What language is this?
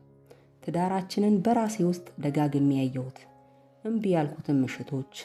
Amharic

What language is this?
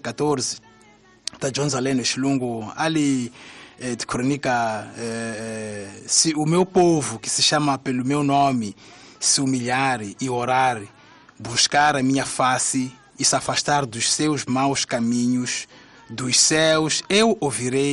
Tsonga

